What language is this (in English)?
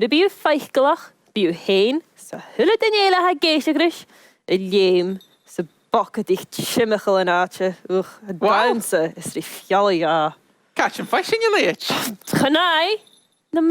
Scottish Gaelic